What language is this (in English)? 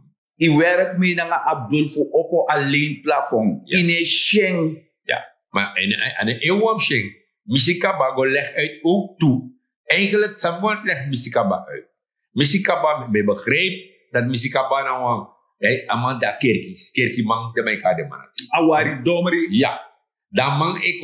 Sranan Tongo